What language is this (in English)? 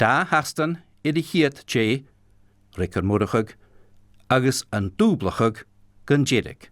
Scottish Gaelic